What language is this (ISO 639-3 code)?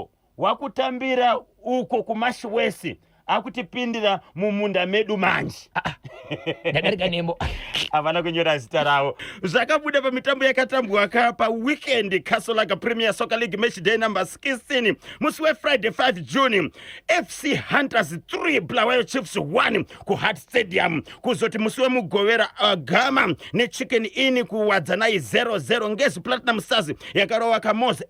sna